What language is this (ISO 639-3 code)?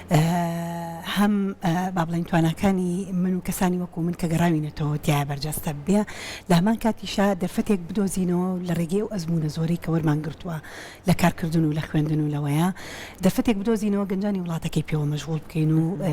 ckb